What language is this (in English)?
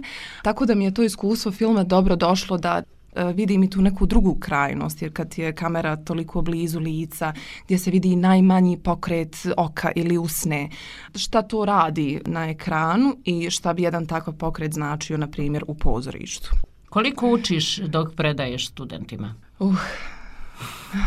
Bosnian